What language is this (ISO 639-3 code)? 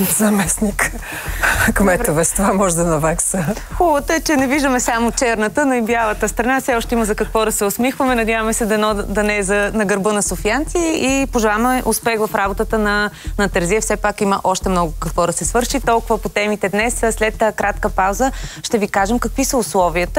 bul